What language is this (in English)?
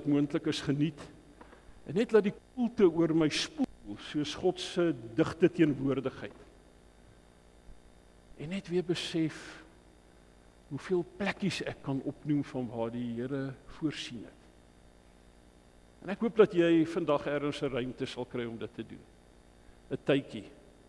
Afrikaans